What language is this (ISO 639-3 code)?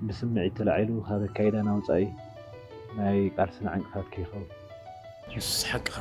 tir